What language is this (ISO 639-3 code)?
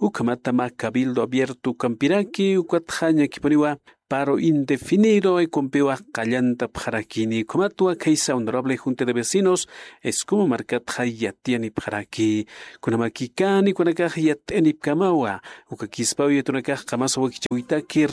aym